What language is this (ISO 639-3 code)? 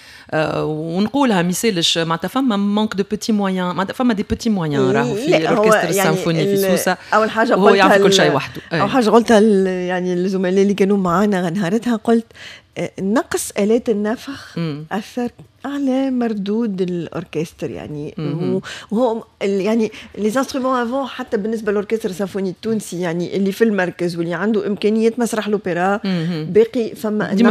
aeb